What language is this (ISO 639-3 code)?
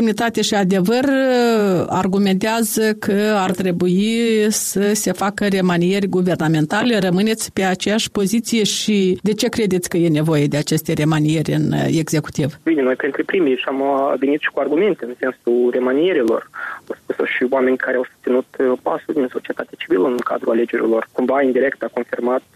ron